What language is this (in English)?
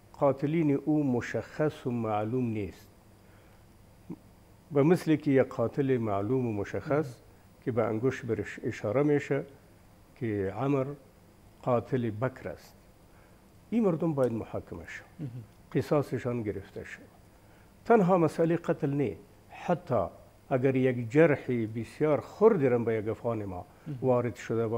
Persian